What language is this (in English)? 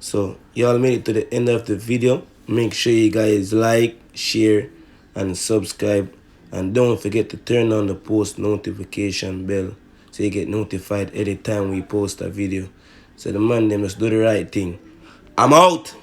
Jamaican Creole English